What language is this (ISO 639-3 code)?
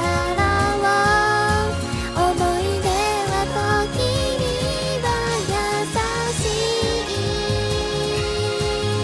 jpn